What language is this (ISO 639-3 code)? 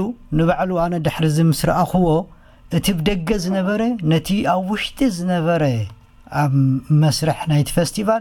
tir